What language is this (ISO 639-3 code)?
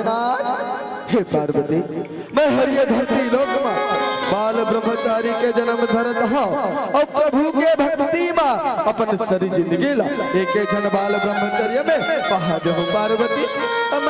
hne